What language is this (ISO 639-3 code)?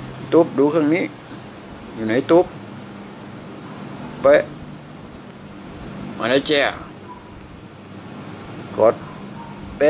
tha